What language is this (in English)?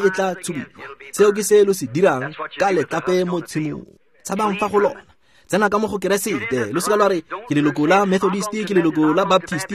Tswana